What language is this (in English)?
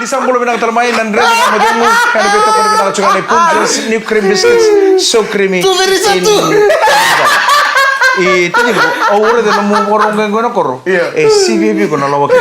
Fijian